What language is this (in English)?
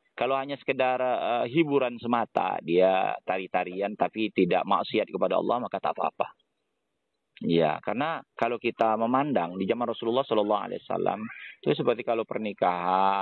Indonesian